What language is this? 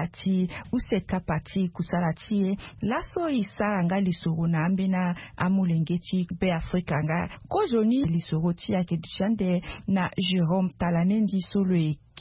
Sango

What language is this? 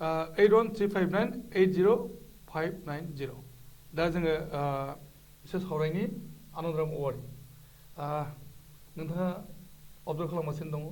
Bodo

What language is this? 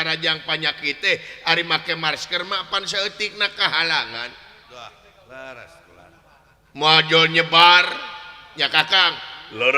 Sundanese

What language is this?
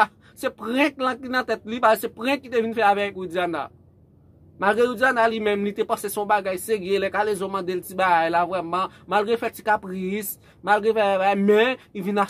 Haitian Creole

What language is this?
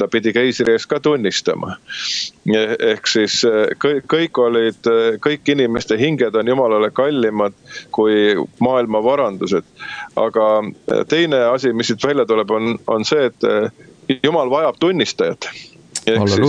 Estonian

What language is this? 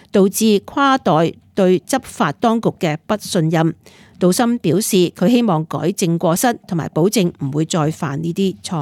Cantonese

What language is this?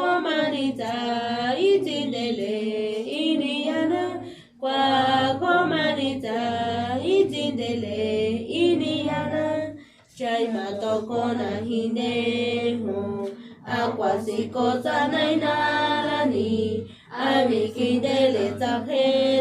San Jerónimo Tecóatl Mazatec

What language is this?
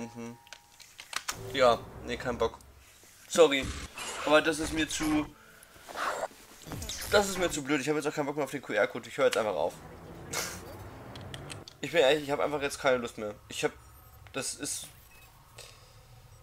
German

